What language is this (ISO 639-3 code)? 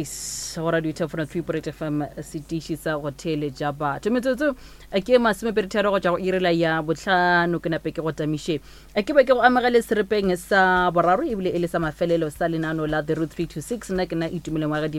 nso